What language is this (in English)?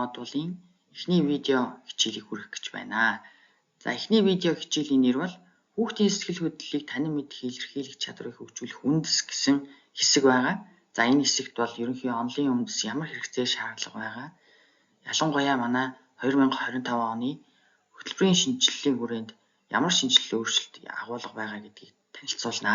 Mongolian